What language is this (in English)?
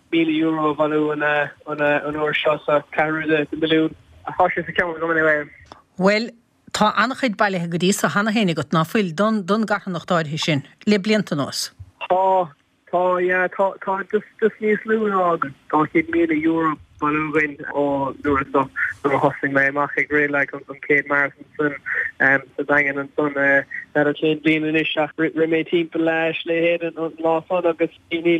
Irish